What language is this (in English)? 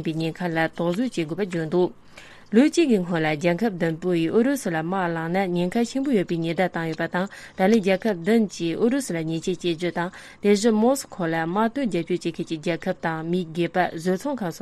Tibetan